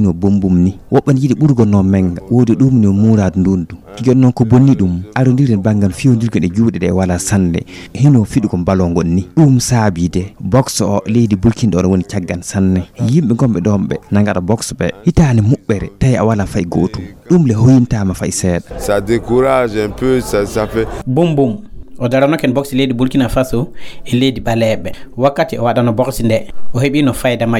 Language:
Fula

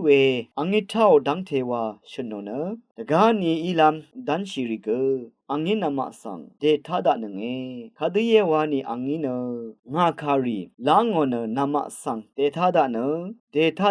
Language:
Rawang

